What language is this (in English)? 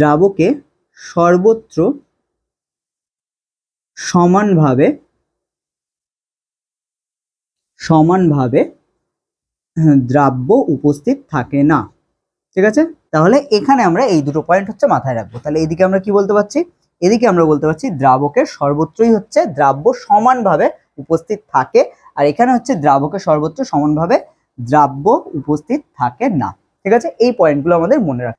Bangla